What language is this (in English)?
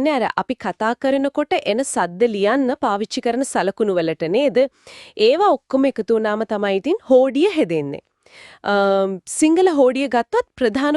Sinhala